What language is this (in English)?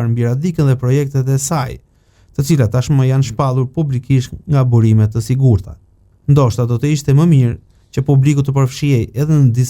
Albanian